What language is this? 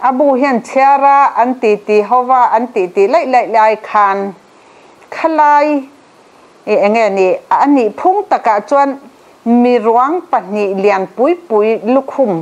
Mizo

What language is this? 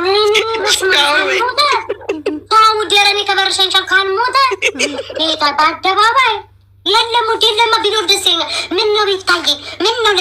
Amharic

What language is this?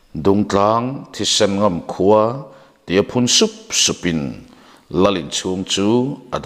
Mizo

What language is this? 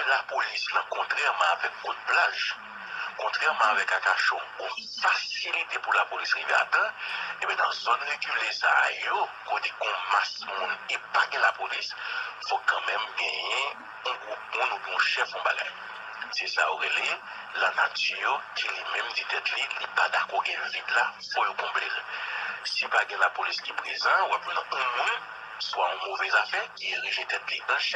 Haitian Creole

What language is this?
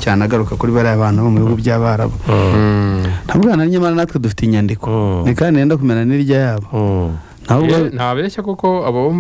Kinyarwanda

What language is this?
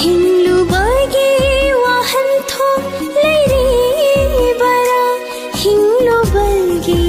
Manipuri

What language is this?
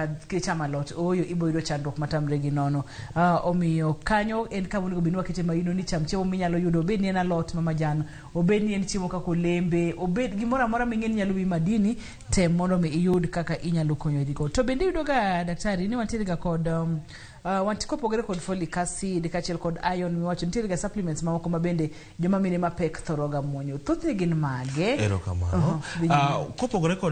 Luo (Kenya and Tanzania)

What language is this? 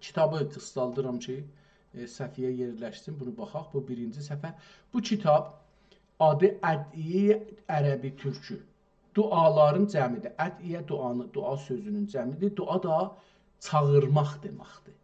South Azerbaijani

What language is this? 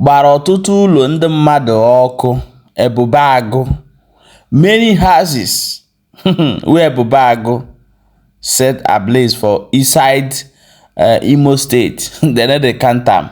Igbo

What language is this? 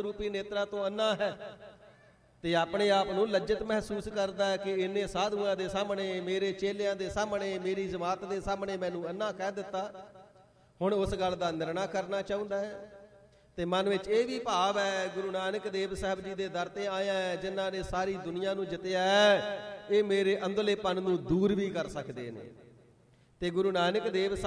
Punjabi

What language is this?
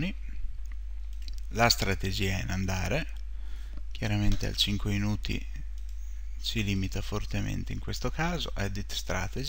Italian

